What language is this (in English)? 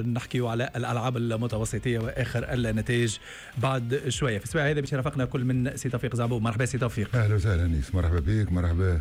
Tunisian Arabic